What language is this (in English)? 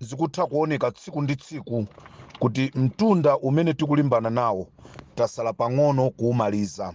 Nyanja